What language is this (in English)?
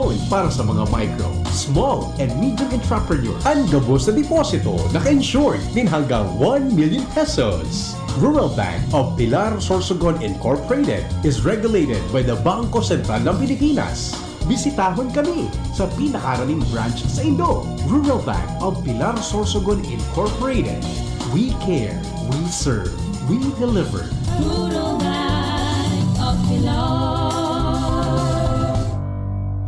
Bikol